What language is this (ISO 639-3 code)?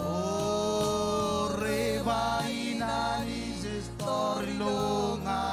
mah